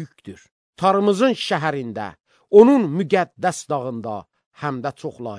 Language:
Azerbaijani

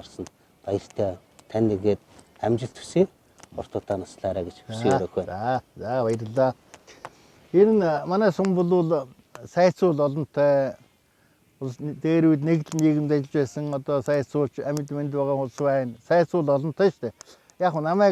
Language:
Mongolian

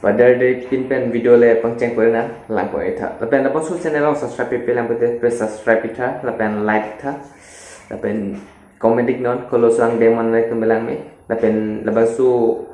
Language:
Karbi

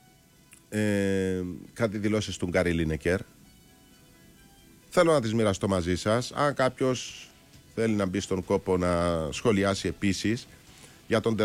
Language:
Greek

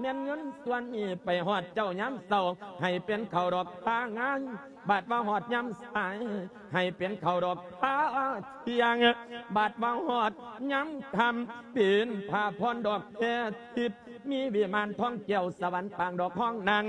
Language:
Lao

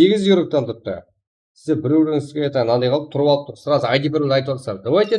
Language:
Kara-Kalpak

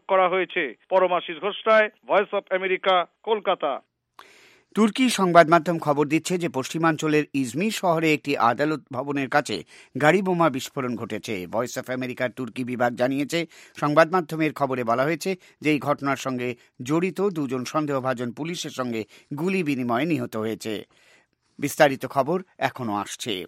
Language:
Bangla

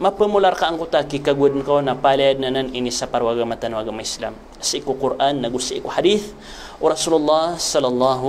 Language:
Maranao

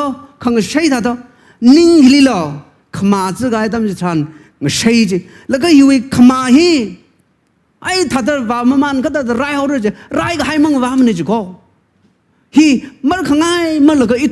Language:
Tangkhul Naga (India)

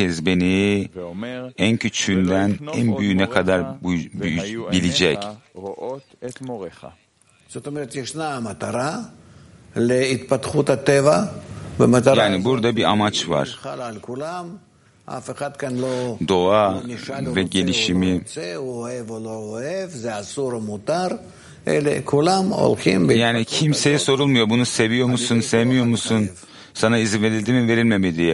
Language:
Turkish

